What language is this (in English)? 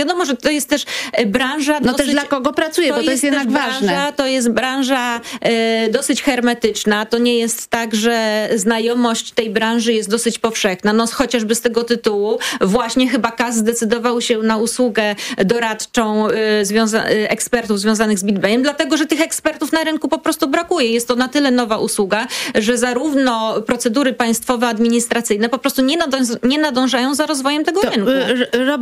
Polish